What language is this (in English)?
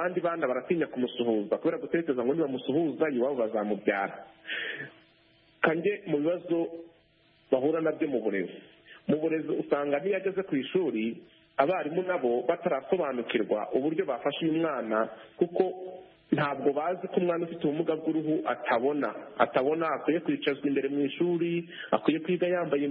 Kinyarwanda